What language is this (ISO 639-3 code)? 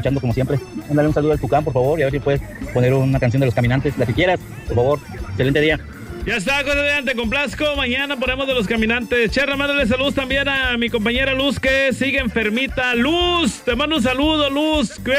spa